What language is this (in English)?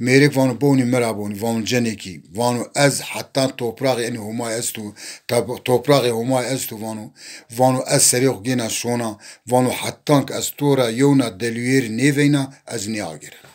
Zaza